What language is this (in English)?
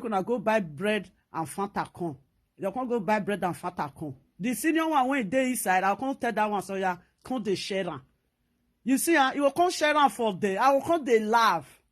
Nigerian Pidgin